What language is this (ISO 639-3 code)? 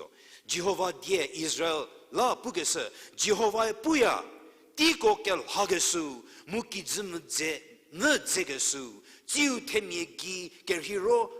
njm